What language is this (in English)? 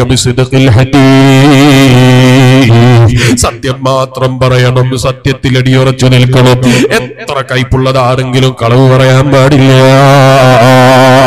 Malayalam